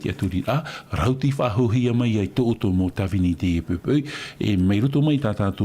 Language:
Tahitian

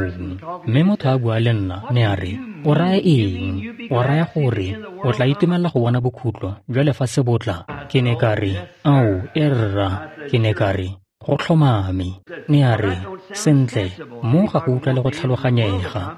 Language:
Tswana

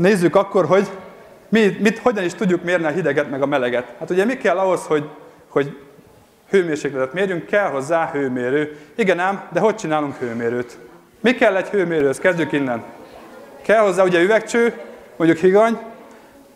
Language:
Hungarian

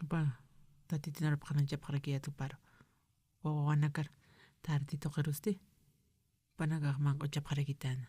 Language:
Aymara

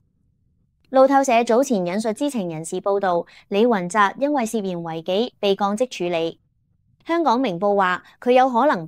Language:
Cantonese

